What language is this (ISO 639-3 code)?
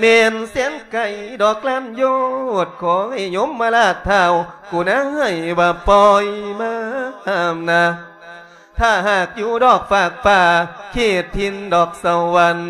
lao